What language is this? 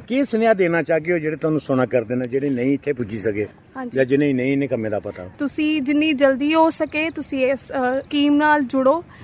Dogri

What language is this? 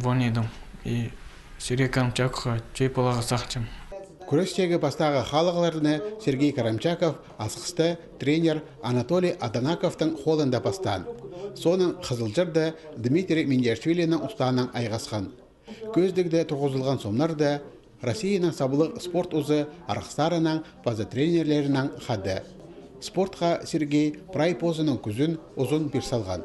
Khakas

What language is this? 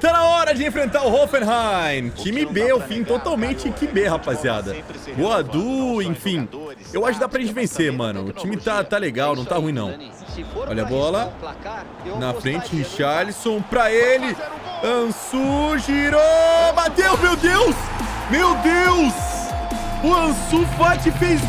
Portuguese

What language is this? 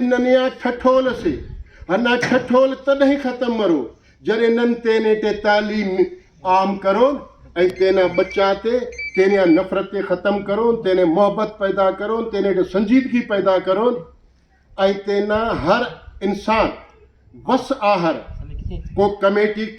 Brahui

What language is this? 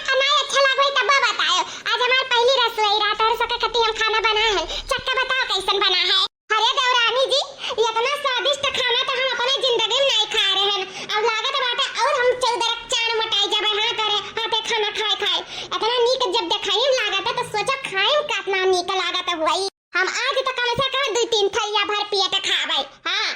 Awadhi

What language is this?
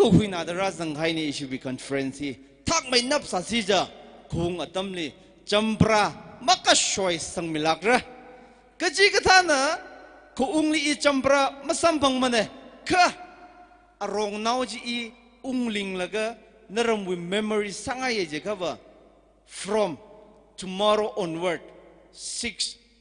Tangkhul Naga (India)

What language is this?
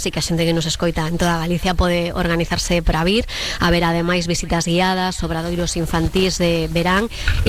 Galician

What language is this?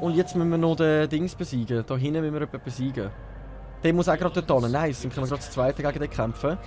Swiss German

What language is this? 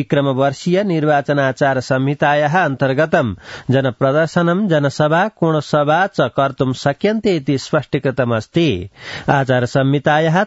Sanskrit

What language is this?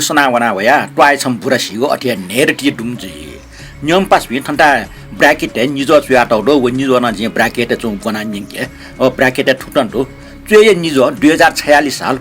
Newari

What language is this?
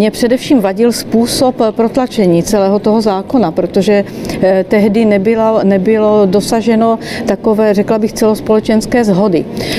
Czech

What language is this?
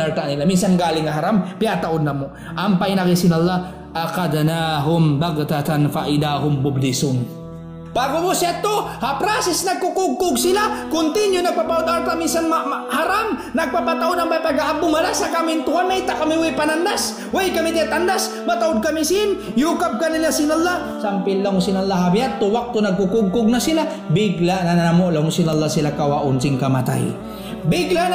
Tausug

